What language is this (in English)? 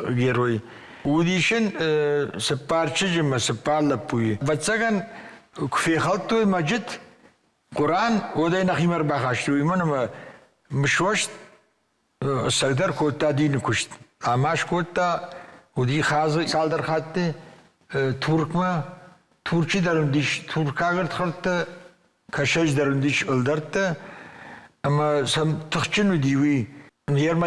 Ossetic